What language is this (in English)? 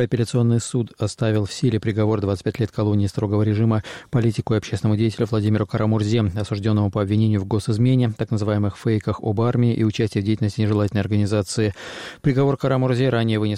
Russian